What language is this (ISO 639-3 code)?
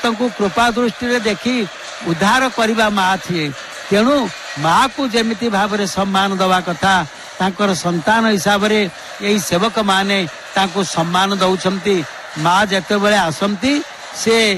ori